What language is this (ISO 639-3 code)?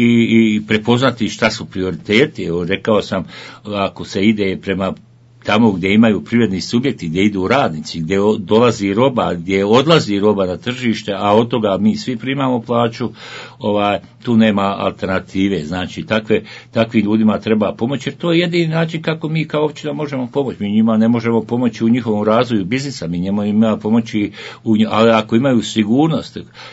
bos